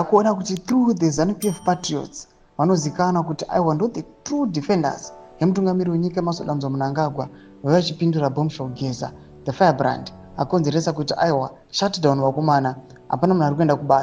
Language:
Shona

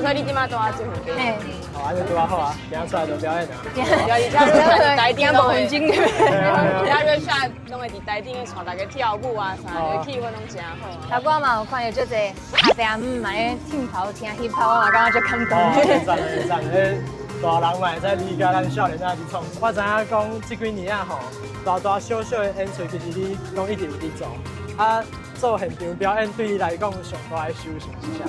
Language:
Min Nan Chinese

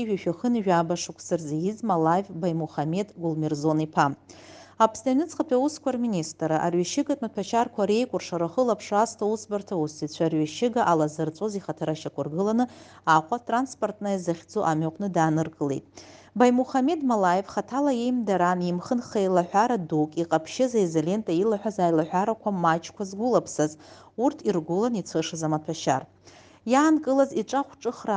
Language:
Abkhazian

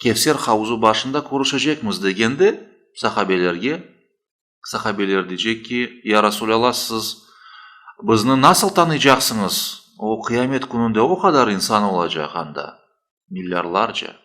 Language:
Crimean Tatar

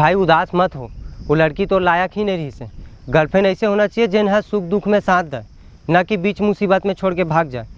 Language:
Chhattisgarhi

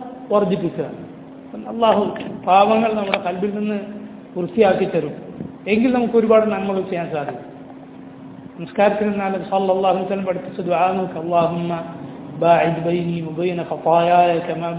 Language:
Malayalam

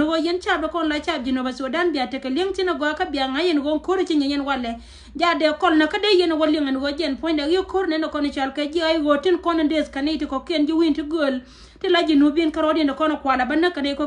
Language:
Nuer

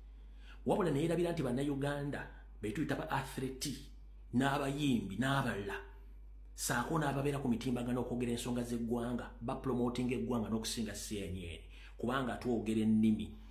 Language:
Ganda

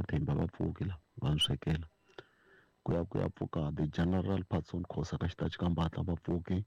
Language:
Tsonga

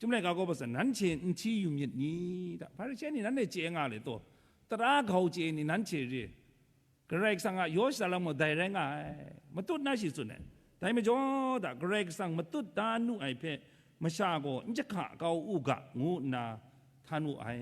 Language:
Kachin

